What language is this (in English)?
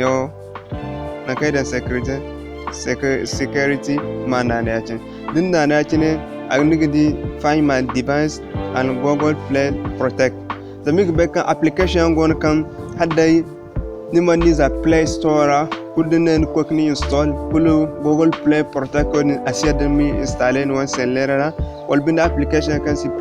Zarma